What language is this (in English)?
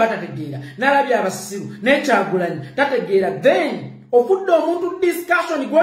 Ganda